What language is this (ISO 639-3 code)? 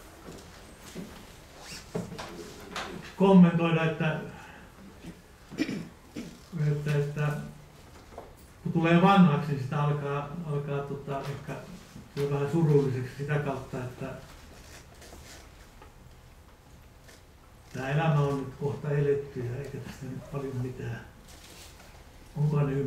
fin